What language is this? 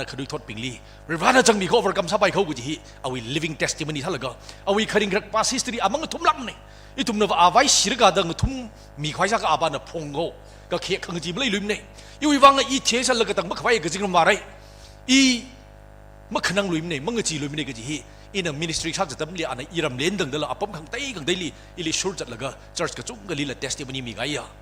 Tangkhul Naga (India)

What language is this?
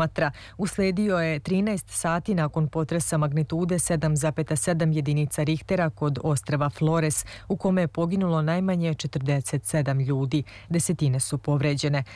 Serbian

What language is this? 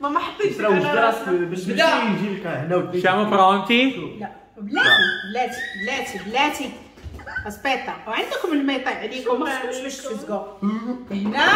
Moroccan Arabic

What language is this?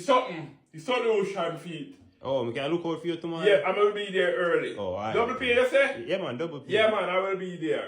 Jamaican Creole English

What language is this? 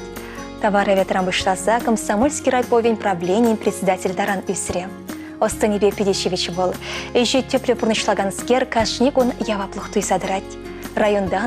Chuvash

